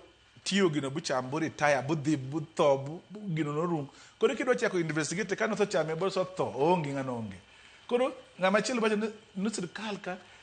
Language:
Luo (Kenya and Tanzania)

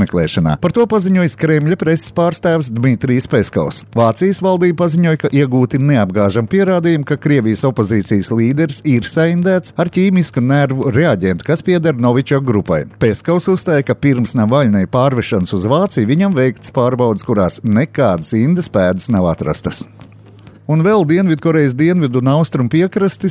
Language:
Latvian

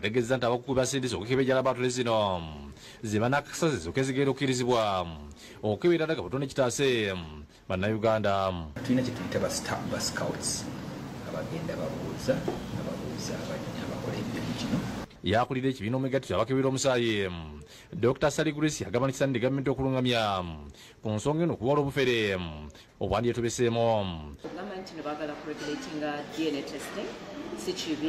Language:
Ganda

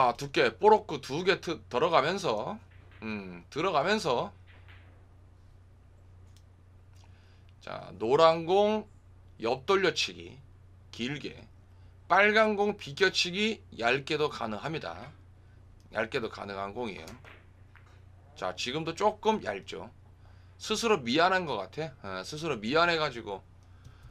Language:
Korean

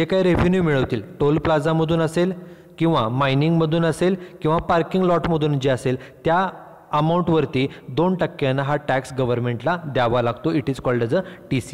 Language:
Marathi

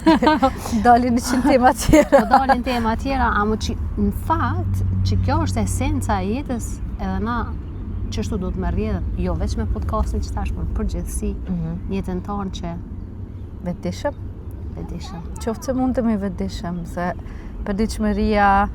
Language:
Albanian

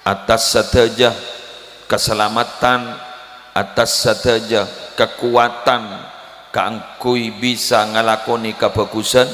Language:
Madurese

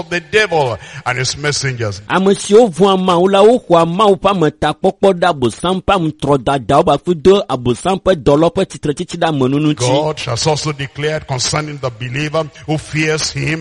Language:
Ewe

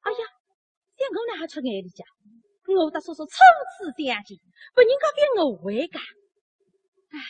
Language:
Wu Chinese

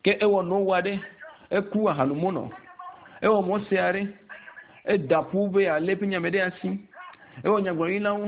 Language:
Ewe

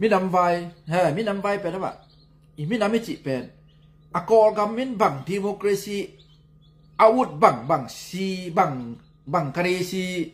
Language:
Tedim Chin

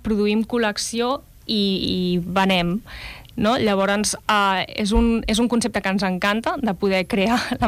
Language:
Catalan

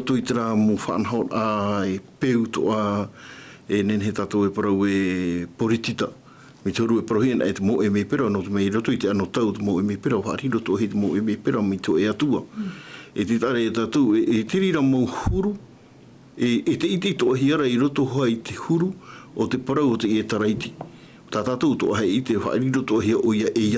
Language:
Tahitian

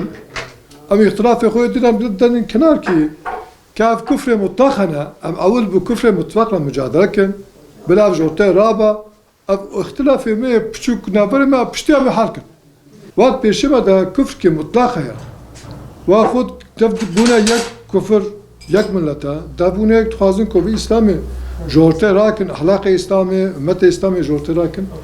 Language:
Kurdish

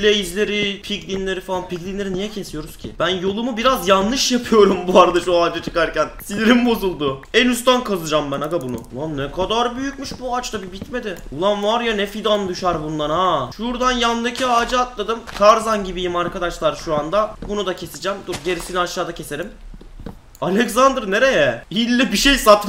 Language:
Turkish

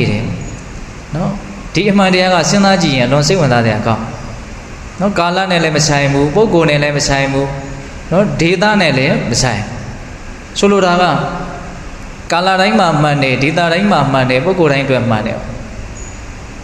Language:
Burmese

